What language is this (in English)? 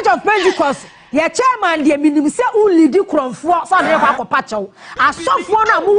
Akan